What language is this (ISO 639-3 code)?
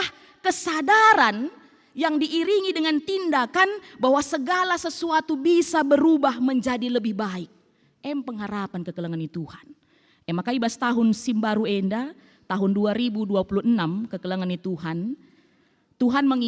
btx